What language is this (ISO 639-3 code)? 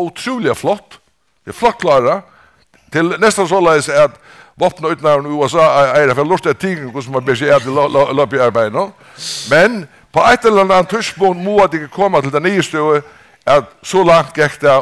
fao